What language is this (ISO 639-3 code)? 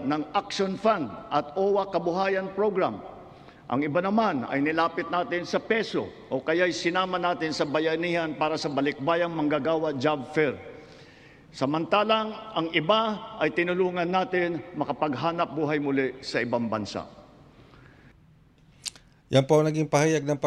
fil